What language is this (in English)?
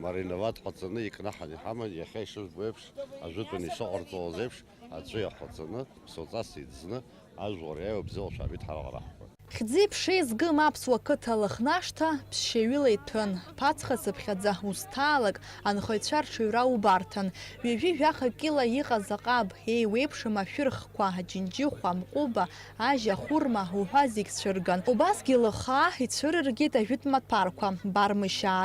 Abkhazian